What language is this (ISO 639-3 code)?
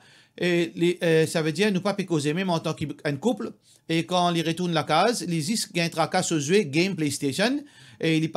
mfe